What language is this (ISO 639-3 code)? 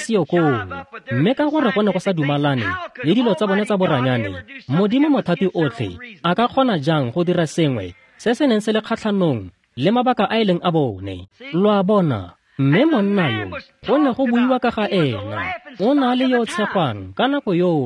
tsn